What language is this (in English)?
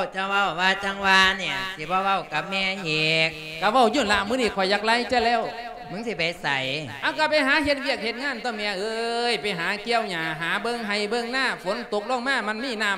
Lao